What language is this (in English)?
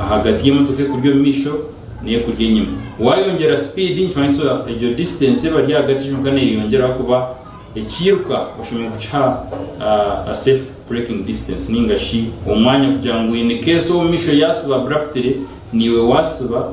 Nyankole